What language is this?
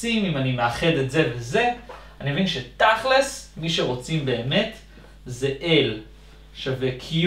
Hebrew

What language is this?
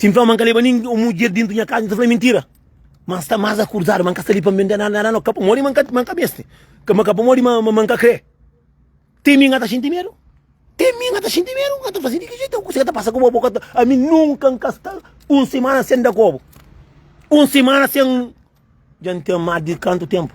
Kabuverdianu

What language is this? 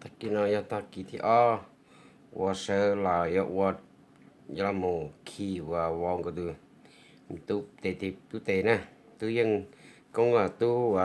Hmong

